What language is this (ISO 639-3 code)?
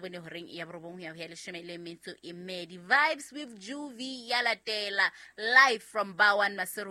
sot